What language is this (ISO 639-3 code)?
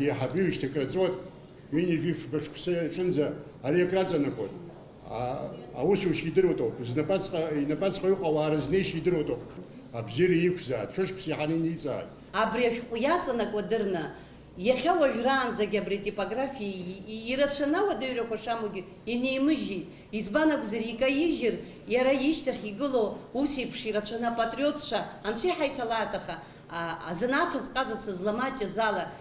abk